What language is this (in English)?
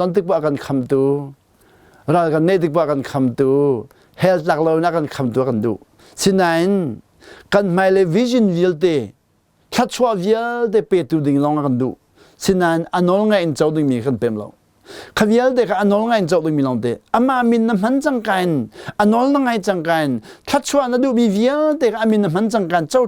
Hakha Chin